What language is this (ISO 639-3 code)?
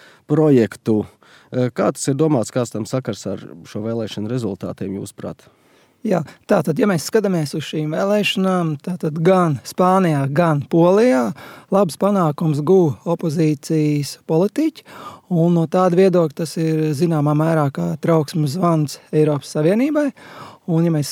lav